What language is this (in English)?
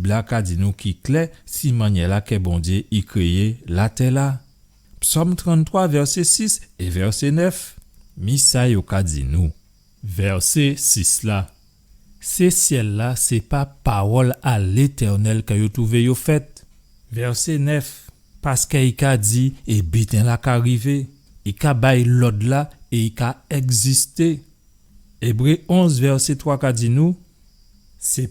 Guadeloupean Creole French